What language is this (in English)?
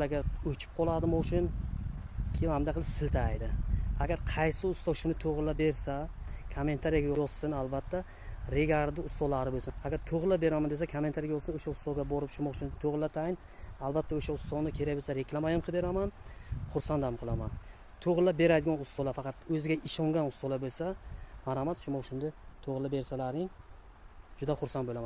Uzbek